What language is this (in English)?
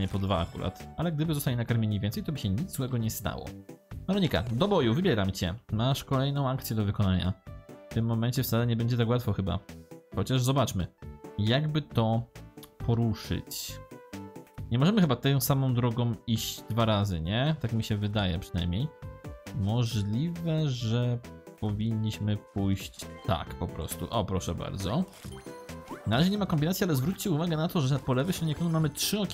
Polish